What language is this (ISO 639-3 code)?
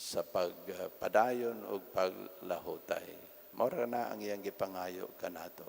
ceb